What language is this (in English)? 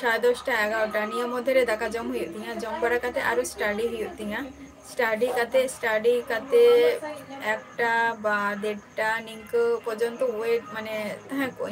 Santali